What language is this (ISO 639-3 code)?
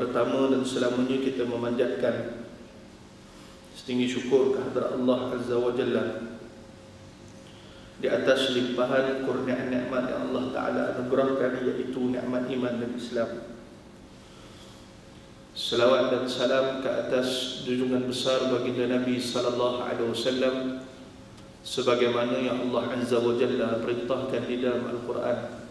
msa